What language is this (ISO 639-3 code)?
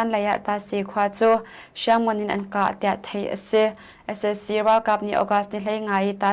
cnh